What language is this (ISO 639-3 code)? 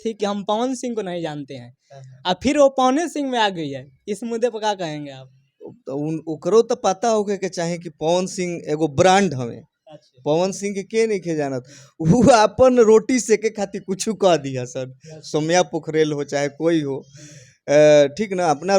bho